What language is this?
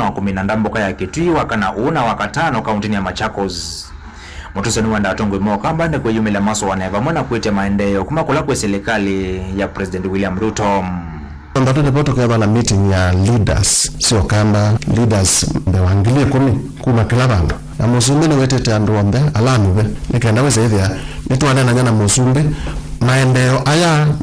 Kamba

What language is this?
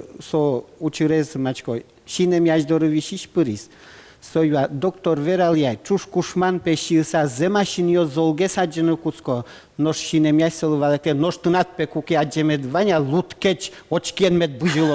Udmurt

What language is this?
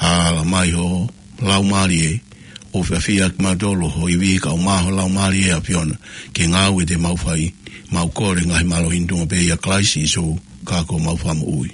Tongan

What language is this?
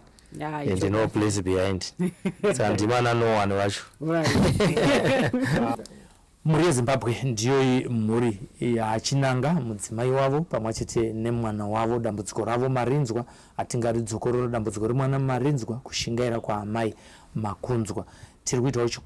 Shona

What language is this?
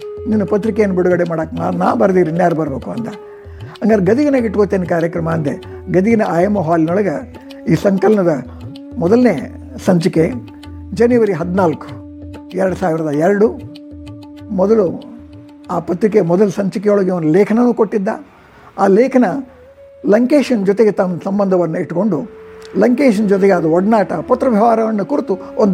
Kannada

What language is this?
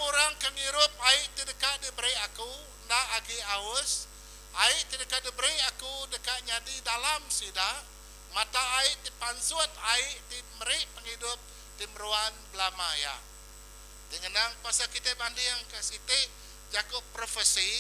Iban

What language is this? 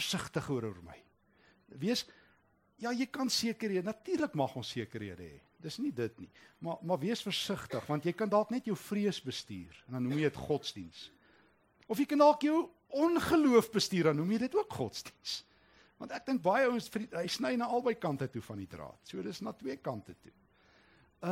Afrikaans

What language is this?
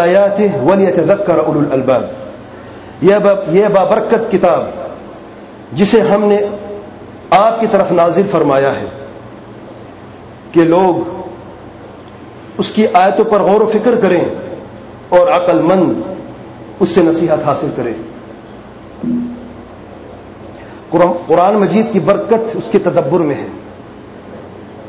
Urdu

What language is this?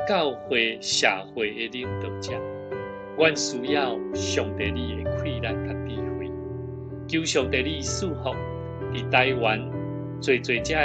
Min Nan Chinese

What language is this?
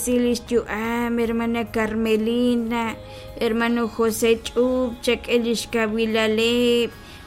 Kekchí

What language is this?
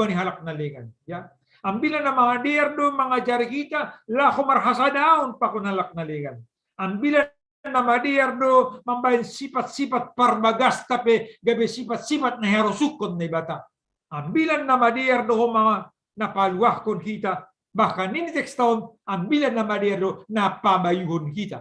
Batak Simalungun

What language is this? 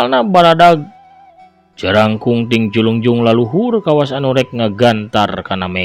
Sundanese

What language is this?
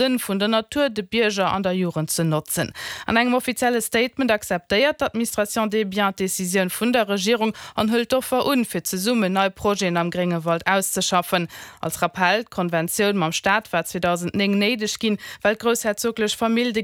Luxembourgish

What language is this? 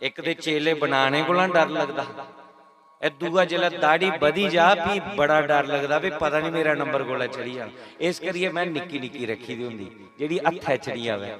Dogri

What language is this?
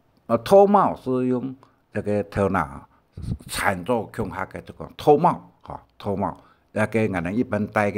Hakka Chinese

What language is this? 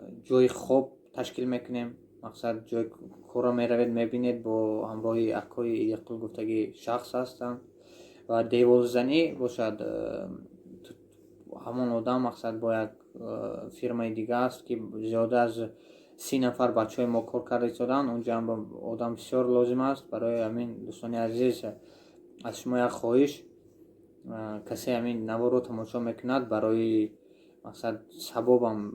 Tajik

